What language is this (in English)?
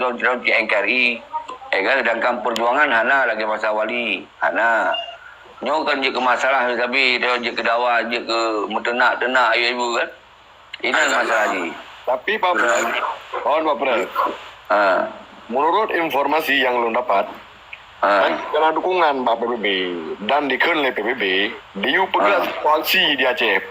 Achinese